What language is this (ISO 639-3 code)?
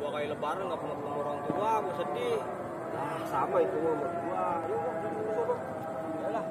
bew